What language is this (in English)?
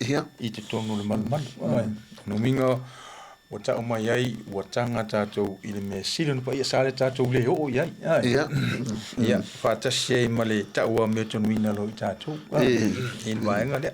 Samoan